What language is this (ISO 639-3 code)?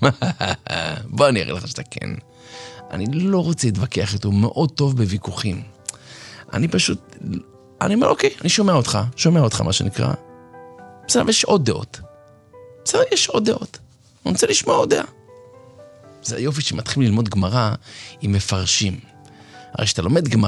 heb